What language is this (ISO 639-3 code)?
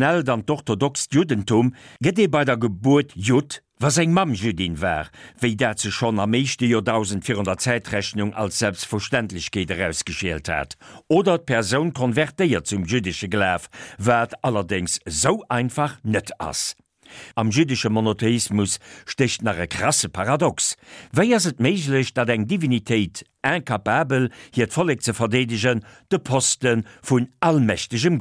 ltz